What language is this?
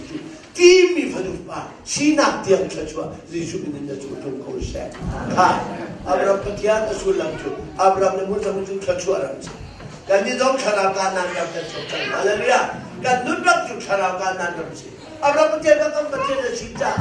Hakha Chin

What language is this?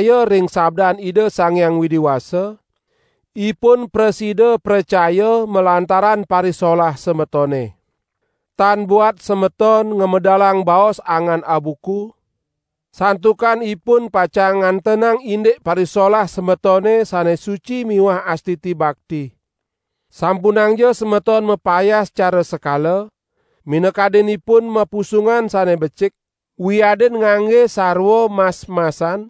Balinese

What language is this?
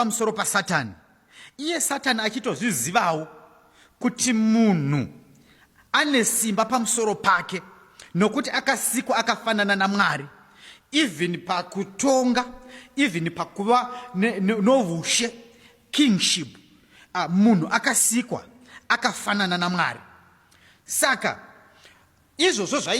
Shona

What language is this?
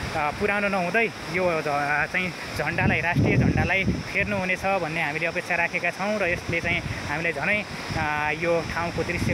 Nepali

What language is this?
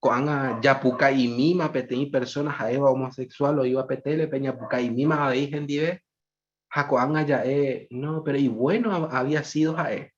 Guarani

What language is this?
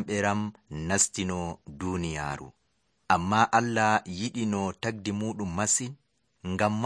Nigerian Fulfulde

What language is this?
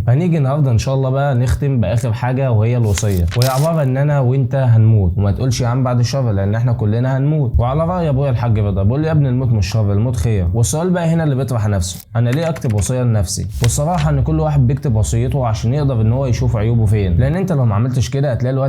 Egyptian Arabic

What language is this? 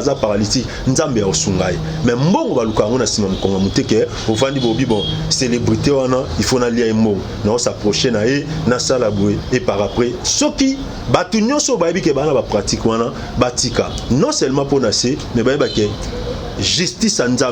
Lingala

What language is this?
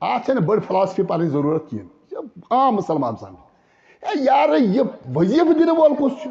Kashmiri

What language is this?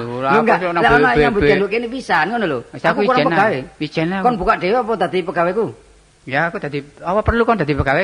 Javanese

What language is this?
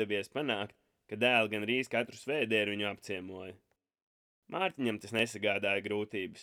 Latvian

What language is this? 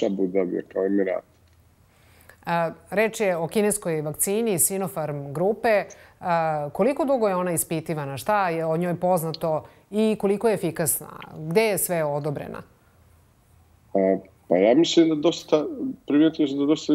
Serbian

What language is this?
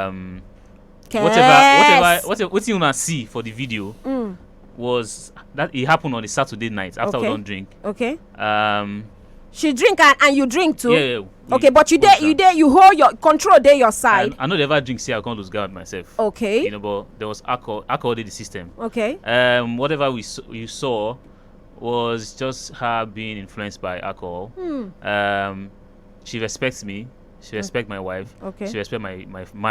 Nigerian Pidgin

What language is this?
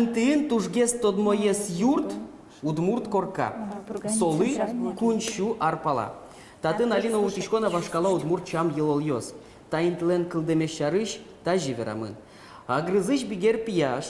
Udmurt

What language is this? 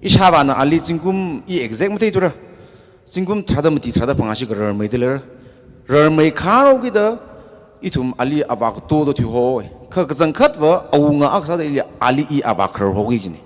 Tangkhul Naga (India)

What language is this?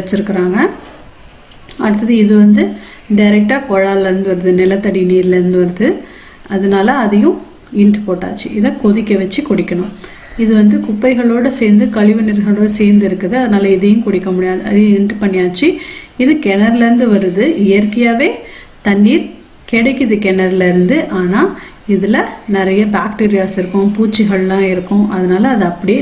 Tamil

